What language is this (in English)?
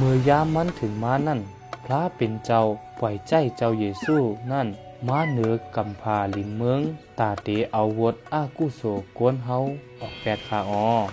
Shan